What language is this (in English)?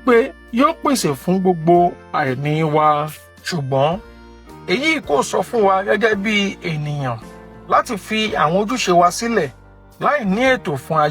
Yoruba